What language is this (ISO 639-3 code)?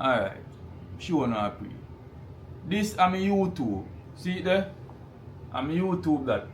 jam